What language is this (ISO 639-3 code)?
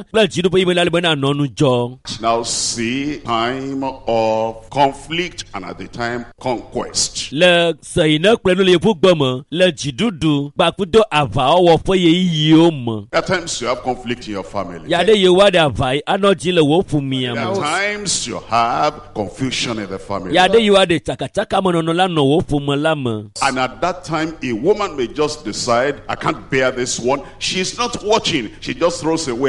ewe